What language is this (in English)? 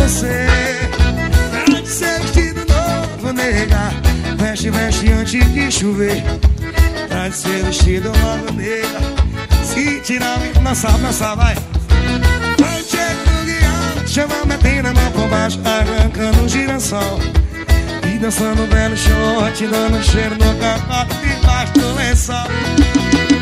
Portuguese